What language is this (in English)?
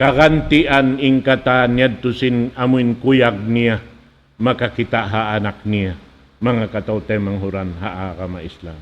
Tausug